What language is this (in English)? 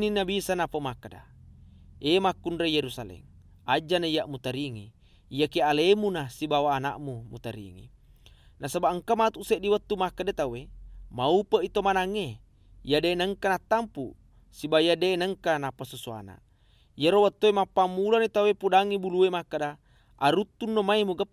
Buginese